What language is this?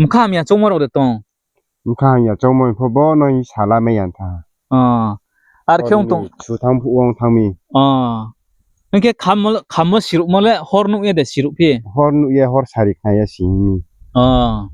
Riang (India)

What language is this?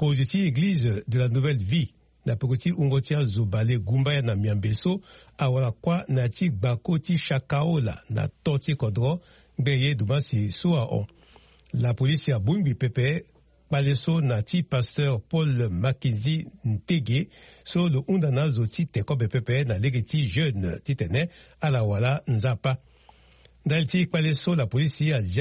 Sango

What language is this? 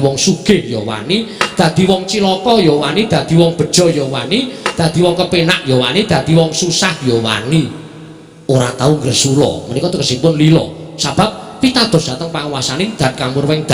Javanese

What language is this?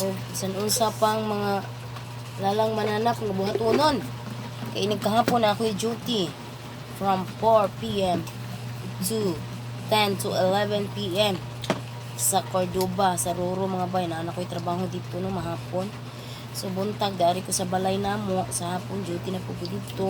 Cebuano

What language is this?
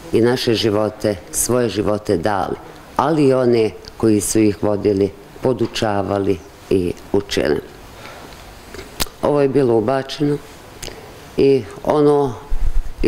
Bosnian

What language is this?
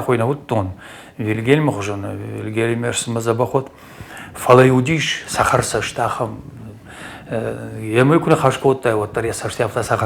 Ossetic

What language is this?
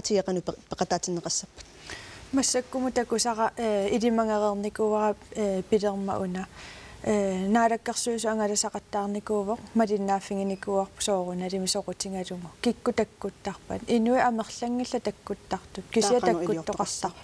Kalaallisut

